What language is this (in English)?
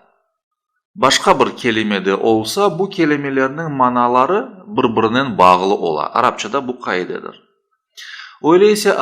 Crimean Tatar